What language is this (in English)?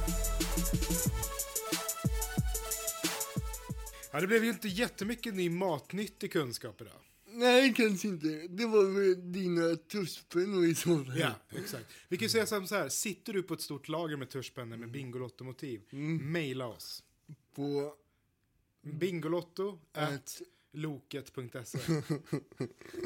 Swedish